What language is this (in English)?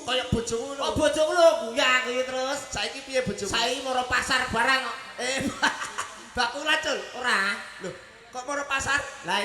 Javanese